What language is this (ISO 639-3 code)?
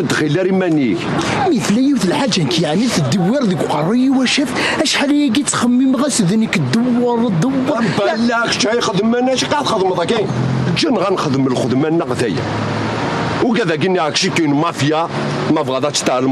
kab